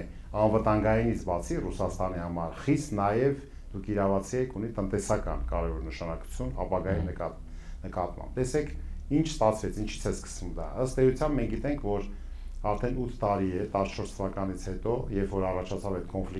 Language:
Armenian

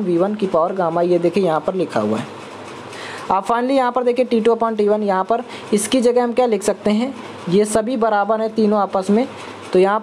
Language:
Hindi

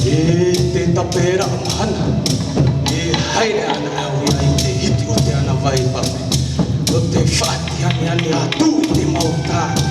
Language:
Tahitian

